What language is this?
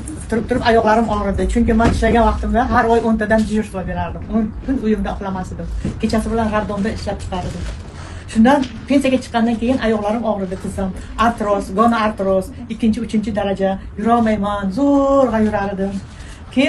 Uzbek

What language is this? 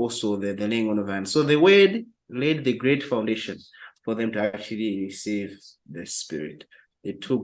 English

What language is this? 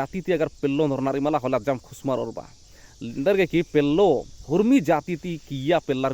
Kurukh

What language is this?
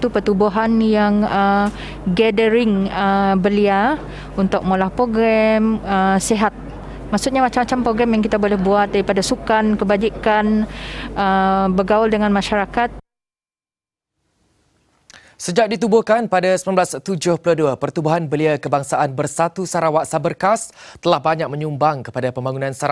Malay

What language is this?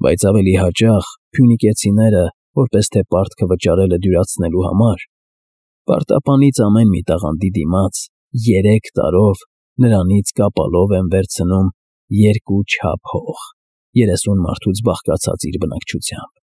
Armenian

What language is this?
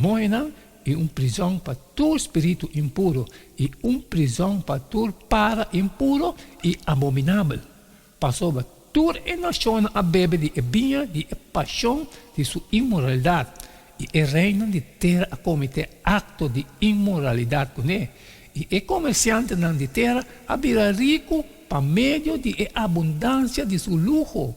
Papiamento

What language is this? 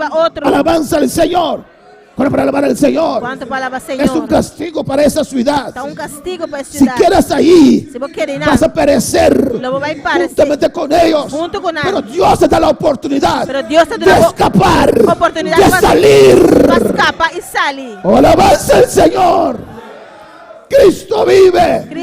Papiamento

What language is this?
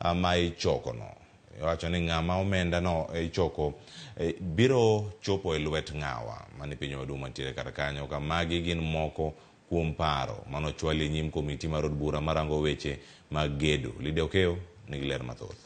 Luo (Kenya and Tanzania)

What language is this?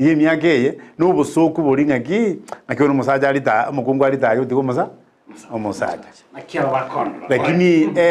Gusii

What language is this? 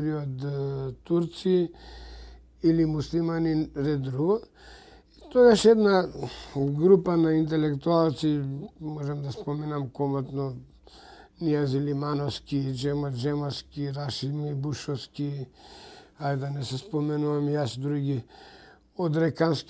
Macedonian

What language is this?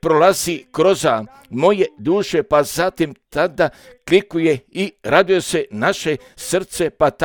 Serbian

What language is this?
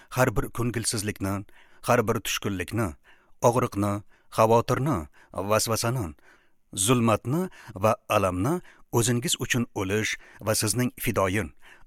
Uzbek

